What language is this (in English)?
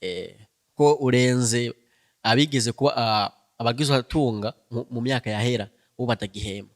Rundi